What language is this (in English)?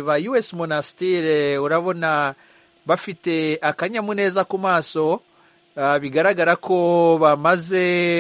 Kinyarwanda